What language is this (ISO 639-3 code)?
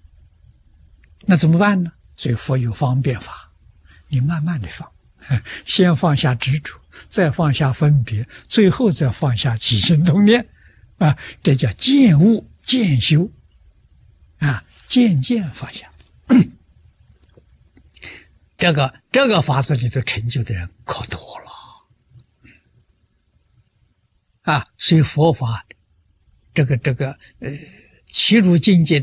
zho